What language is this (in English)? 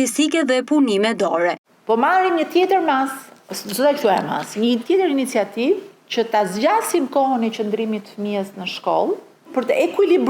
Albanian